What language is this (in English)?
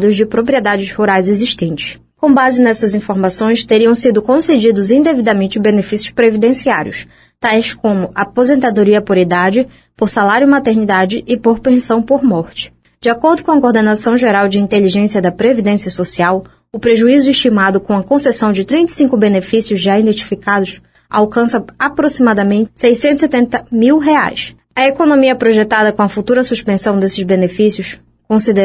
Portuguese